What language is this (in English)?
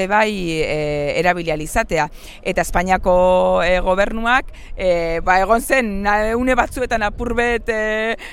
Basque